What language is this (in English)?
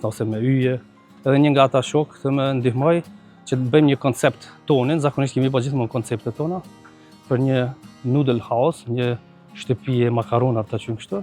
Albanian